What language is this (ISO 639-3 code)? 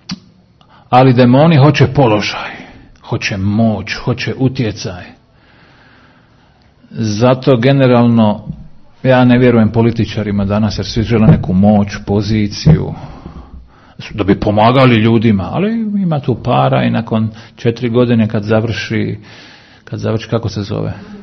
hrv